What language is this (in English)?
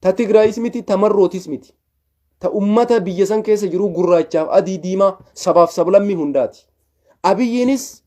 Oromo